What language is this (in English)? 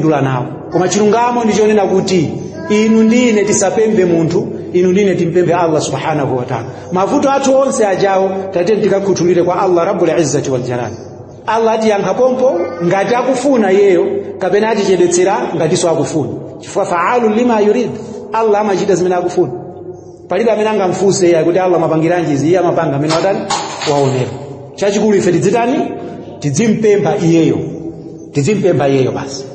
Nyanja